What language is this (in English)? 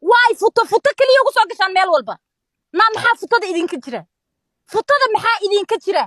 Somali